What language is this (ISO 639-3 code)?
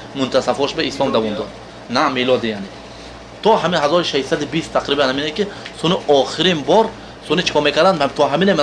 tgk